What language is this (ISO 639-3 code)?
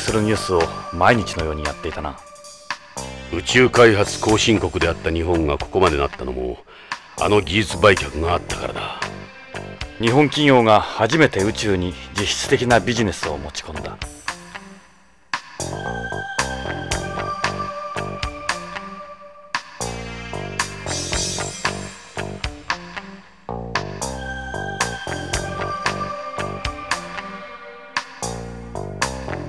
jpn